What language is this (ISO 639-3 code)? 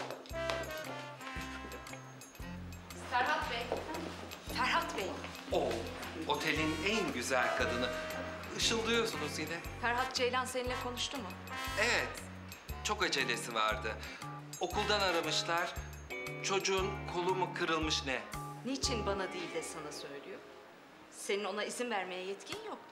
tur